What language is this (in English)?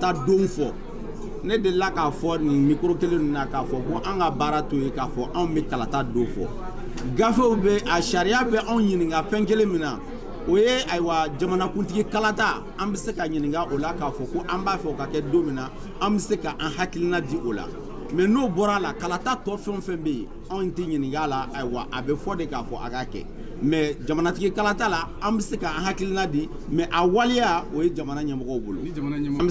Bambara